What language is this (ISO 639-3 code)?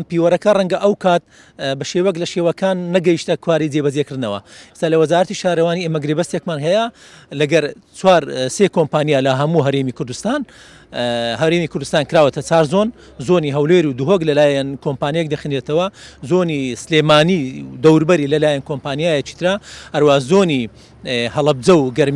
ckb